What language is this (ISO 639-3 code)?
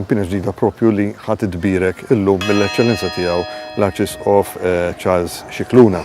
mlt